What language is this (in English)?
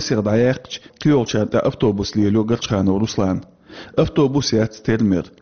Chechen